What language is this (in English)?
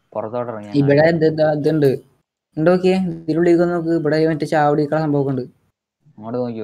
Malayalam